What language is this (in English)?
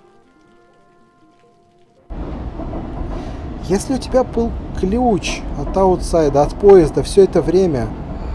Russian